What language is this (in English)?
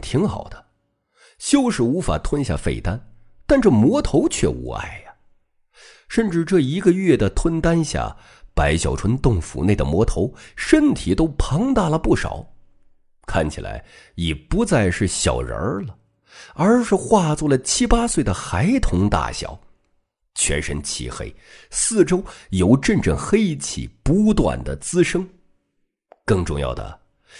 Chinese